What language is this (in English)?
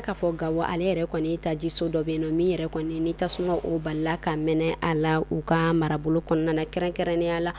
Bambara